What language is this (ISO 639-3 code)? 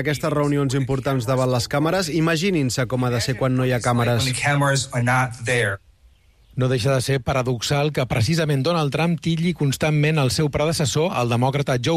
cat